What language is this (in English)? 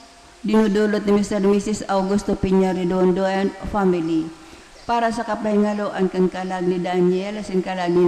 Bikol